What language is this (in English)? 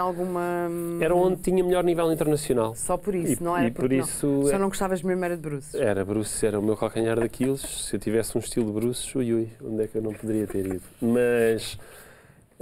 Portuguese